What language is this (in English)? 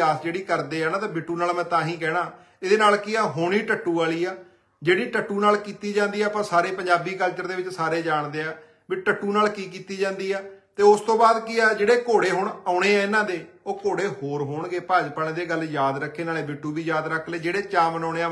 Punjabi